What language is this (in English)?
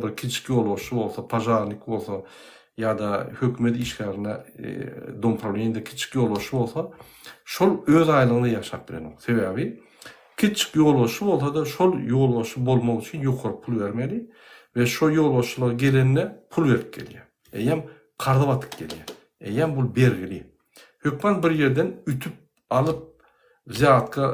Turkmen